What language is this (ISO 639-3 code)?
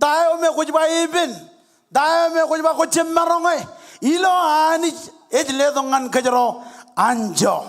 mah